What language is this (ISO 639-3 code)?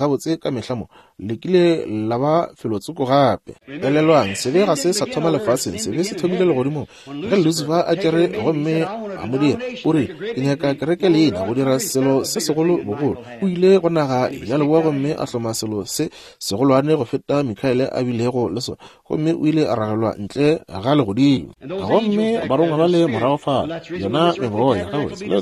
nso